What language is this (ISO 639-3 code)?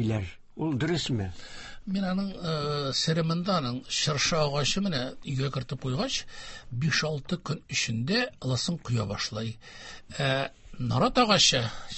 tat